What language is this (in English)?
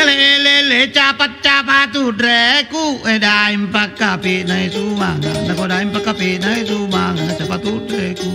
Makasar